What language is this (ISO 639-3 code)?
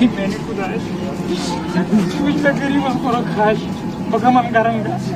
kas